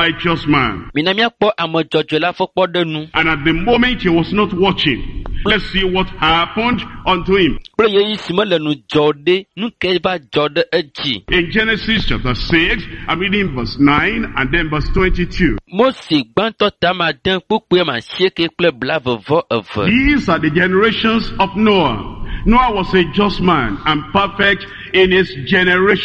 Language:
Ewe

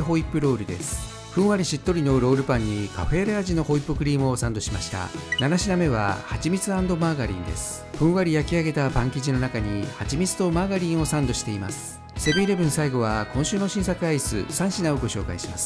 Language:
Japanese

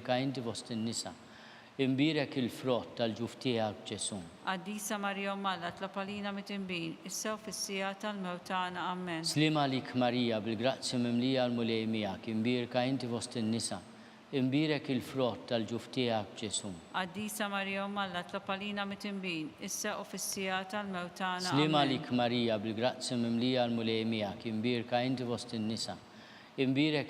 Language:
Maltese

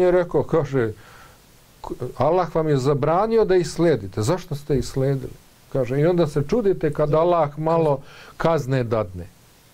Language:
Bosnian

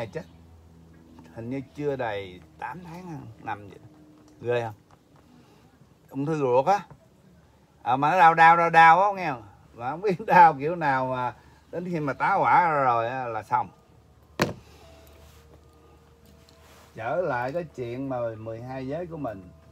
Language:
Vietnamese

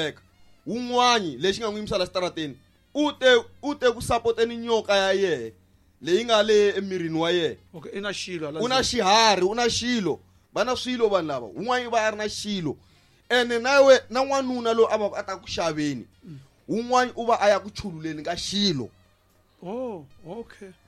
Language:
Tsonga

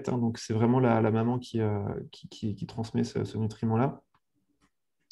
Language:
French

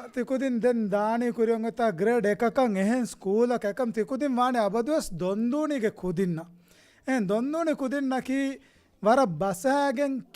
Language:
Divehi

